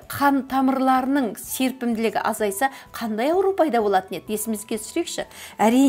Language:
Kazakh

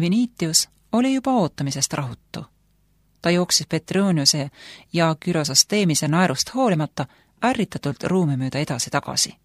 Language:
Estonian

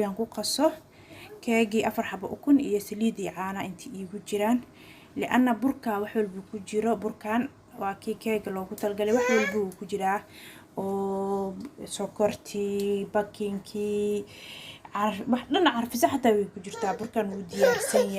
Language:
Somali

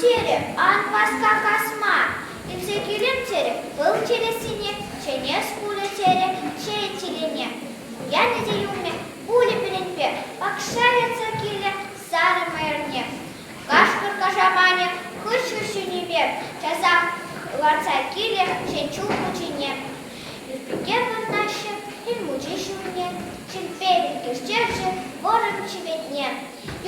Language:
Chuvash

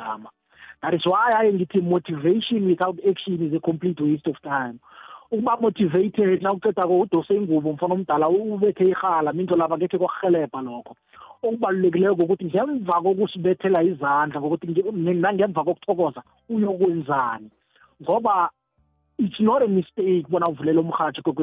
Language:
South Ndebele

